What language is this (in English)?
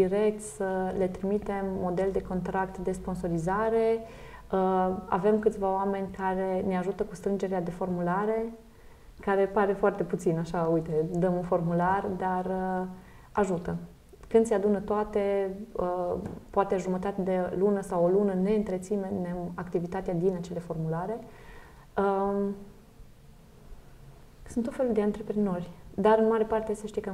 Romanian